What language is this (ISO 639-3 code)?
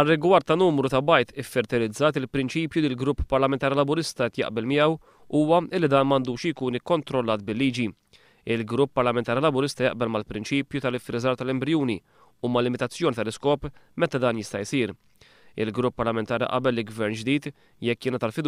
mlt